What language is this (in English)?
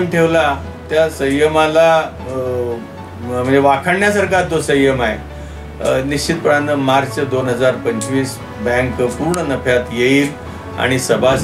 Marathi